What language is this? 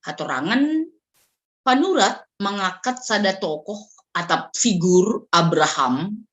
Batak Simalungun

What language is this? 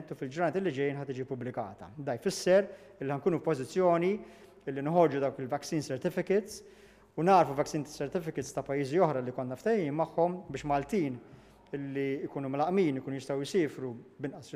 Maltese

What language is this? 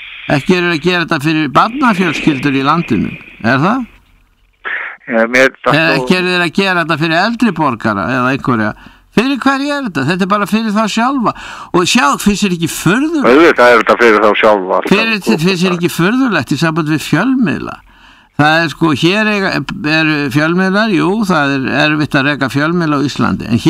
Icelandic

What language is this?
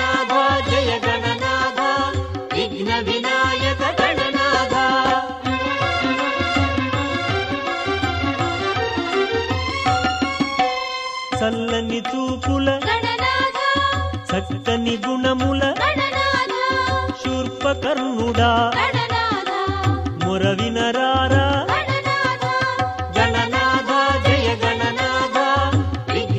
Telugu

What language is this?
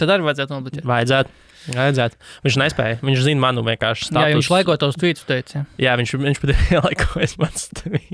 Latvian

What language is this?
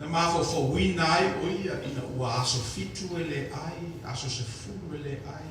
Samoan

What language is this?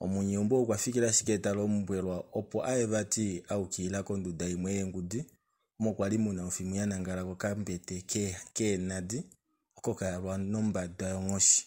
Kuanyama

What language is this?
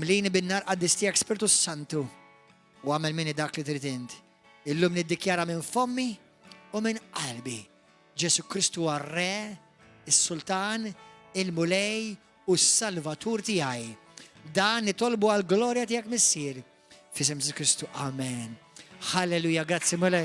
Maltese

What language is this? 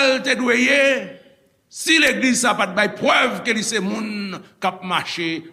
Haitian Creole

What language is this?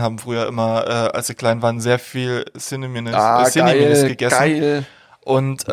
German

